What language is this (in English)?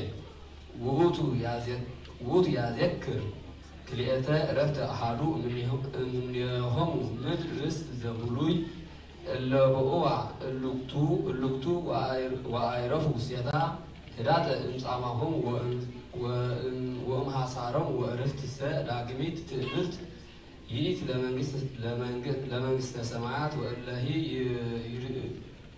Geez